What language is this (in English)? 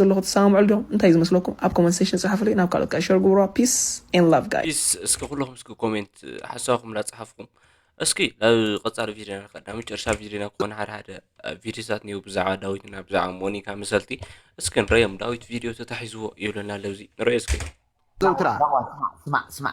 Tigrinya